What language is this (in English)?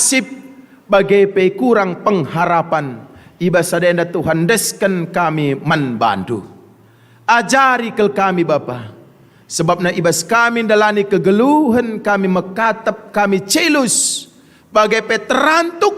Batak Karo